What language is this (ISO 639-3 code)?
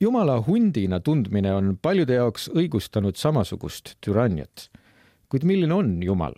est